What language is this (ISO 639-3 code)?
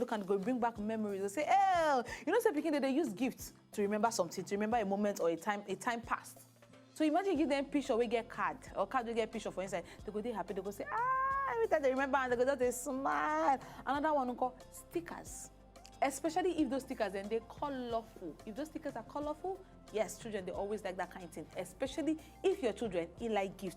pcm